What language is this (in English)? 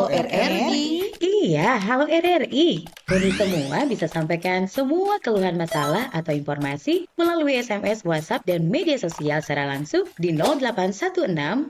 Manado Malay